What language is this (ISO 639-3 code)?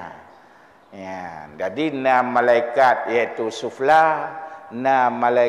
ace